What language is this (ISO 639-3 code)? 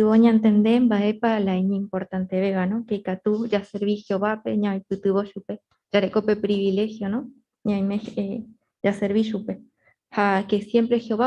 grn